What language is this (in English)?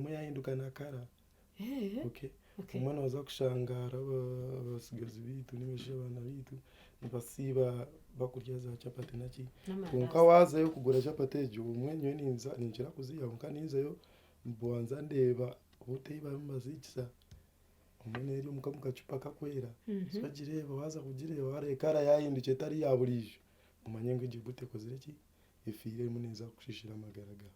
Nyankole